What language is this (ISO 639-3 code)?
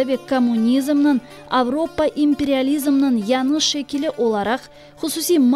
crh